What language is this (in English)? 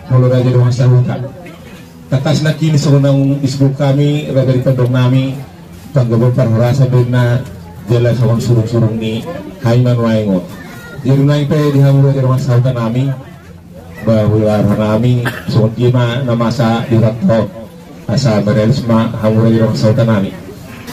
Batak Toba